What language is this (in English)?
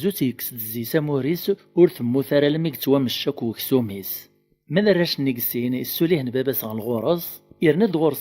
Kabyle